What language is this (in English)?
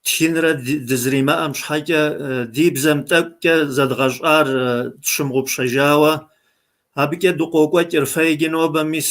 Kabardian